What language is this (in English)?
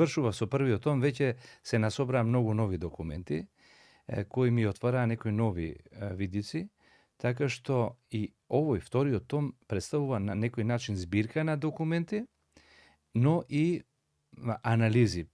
Macedonian